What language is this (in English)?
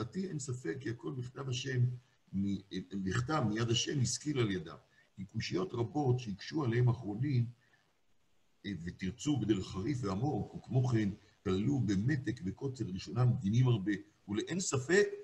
Hebrew